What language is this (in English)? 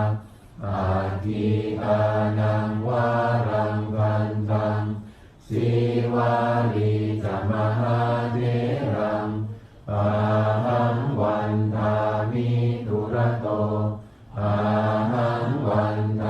Pali